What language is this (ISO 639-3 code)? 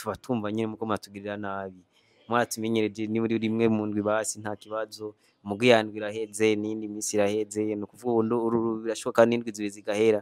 run